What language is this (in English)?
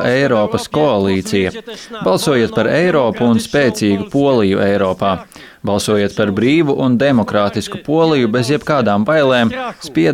Latvian